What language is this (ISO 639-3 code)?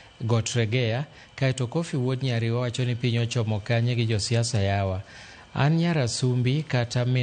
luo